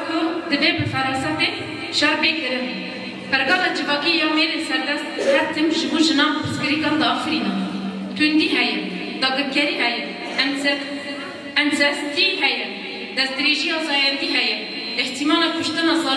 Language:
Kurdish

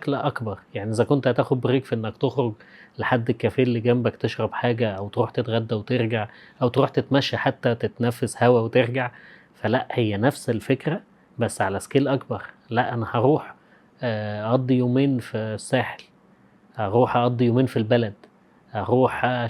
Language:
Egyptian Arabic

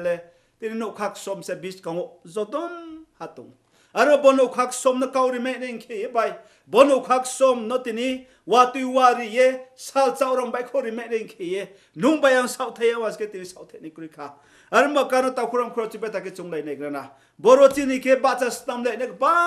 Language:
Riang (India)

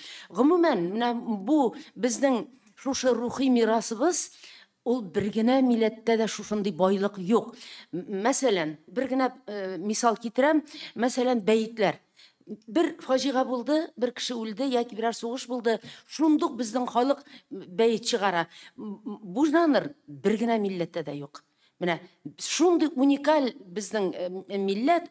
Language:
Tatar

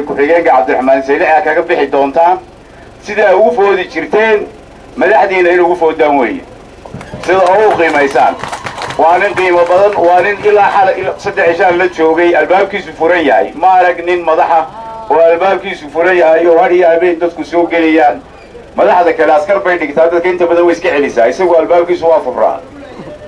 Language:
Somali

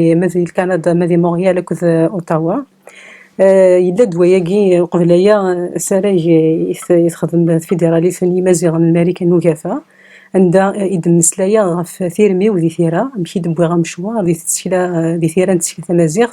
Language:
Kabyle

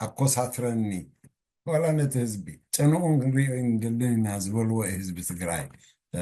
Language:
Tigrinya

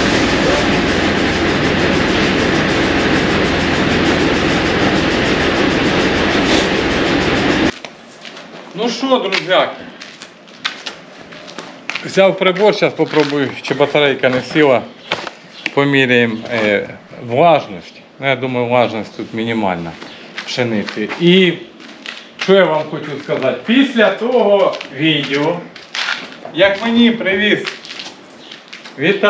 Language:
Ukrainian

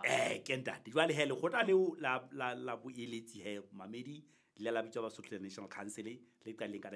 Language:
Southern Sotho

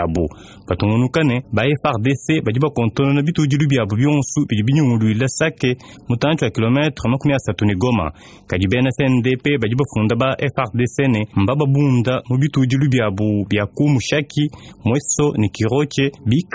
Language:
Luba-Lulua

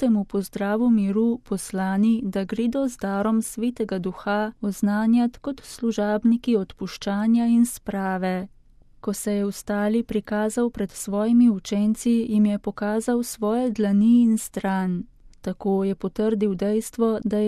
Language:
Slovenian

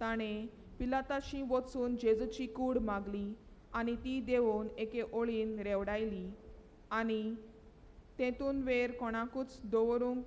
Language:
Konkani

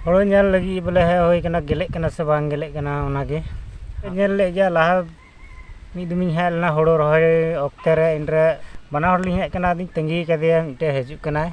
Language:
Santali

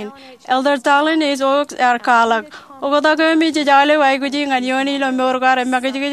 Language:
Marshallese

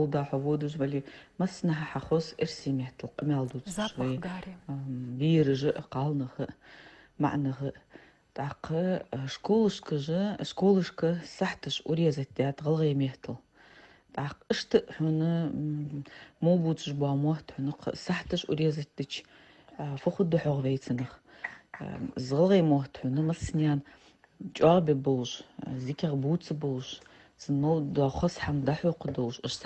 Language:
Ingush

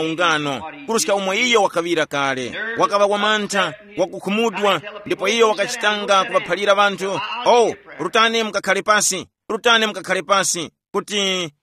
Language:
Tumbuka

